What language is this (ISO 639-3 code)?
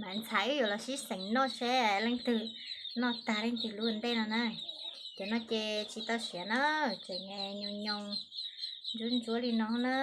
hmn